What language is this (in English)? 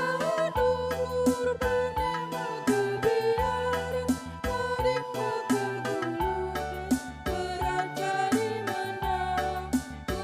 Batak Karo